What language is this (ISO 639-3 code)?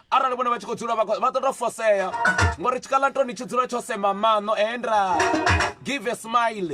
ven